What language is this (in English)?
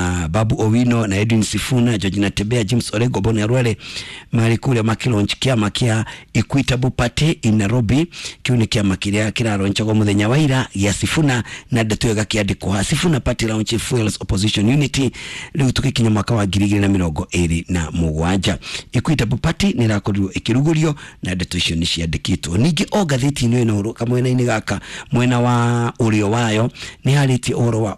Kikuyu